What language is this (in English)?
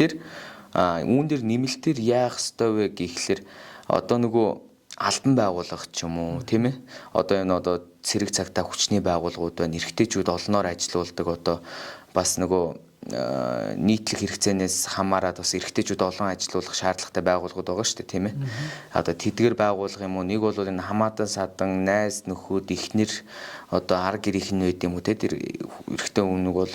Mongolian